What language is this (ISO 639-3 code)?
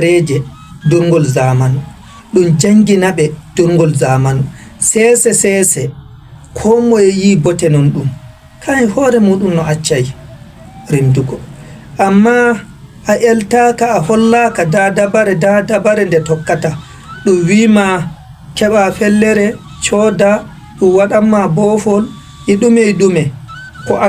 ful